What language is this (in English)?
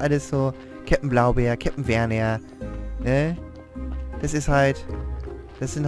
German